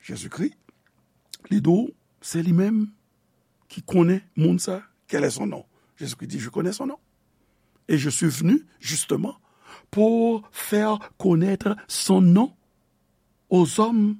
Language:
Haitian Creole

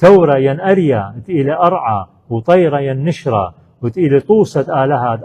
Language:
Assyrian Neo-Aramaic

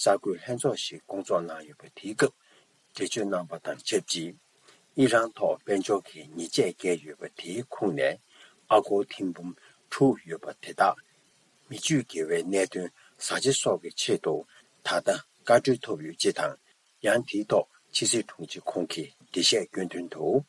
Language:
Tibetan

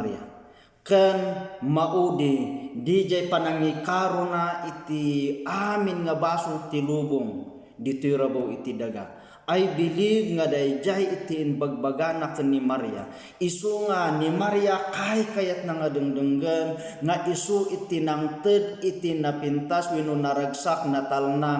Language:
Iloko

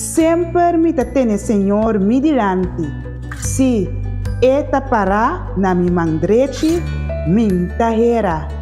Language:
Papiamento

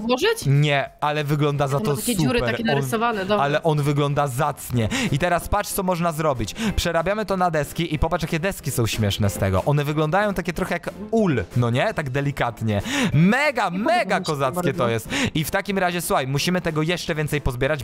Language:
Polish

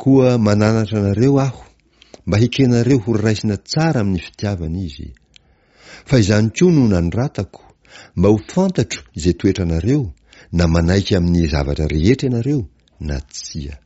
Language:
Malagasy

